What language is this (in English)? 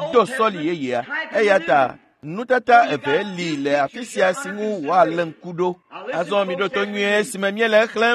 Ewe